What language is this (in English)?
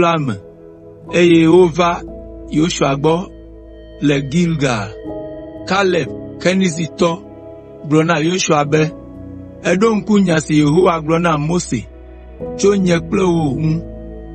Ewe